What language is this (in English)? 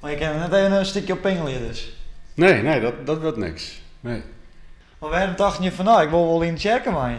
Western Frisian